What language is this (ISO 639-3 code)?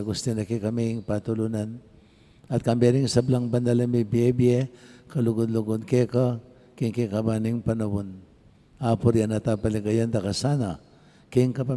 pam